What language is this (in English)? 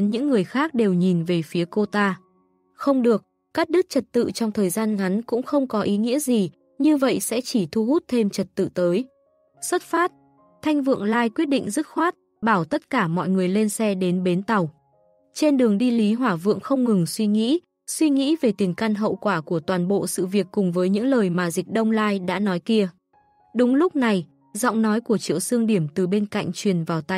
Vietnamese